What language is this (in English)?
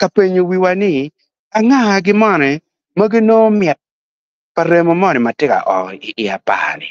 Acoli